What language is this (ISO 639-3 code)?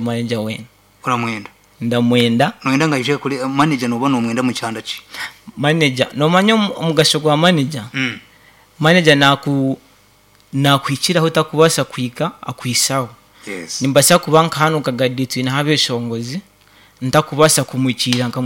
nyn